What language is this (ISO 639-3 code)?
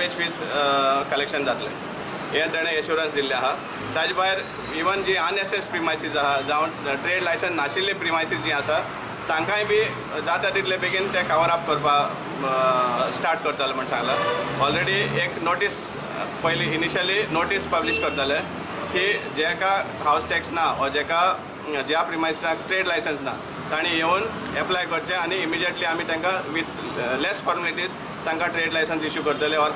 kok